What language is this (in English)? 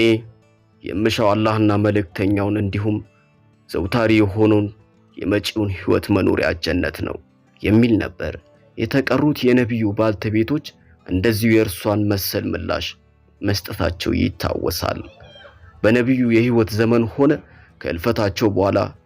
Amharic